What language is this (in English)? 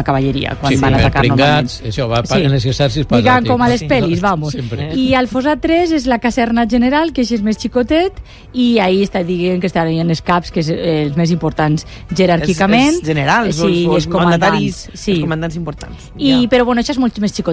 Catalan